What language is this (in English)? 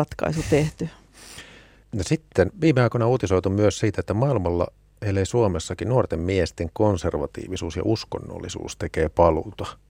Finnish